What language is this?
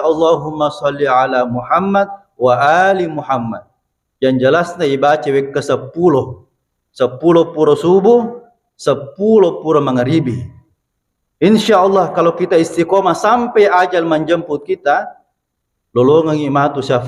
Buginese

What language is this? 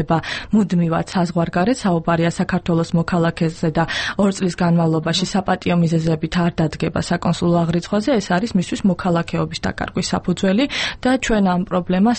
Georgian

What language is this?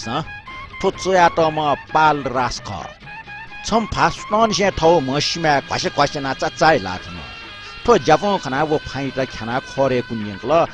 Newari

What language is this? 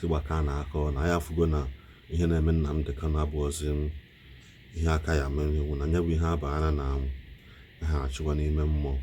Igbo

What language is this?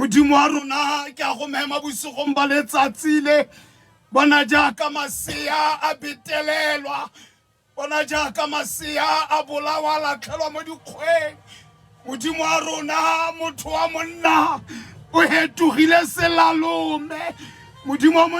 Tswana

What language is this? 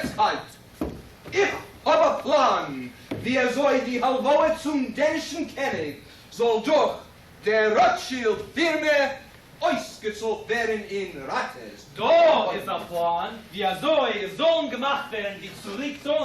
Yiddish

